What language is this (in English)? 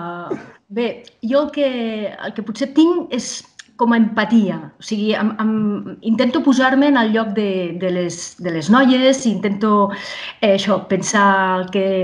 Catalan